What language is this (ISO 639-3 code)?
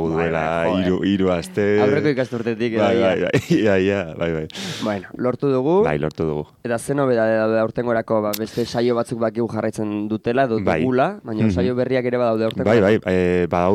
eus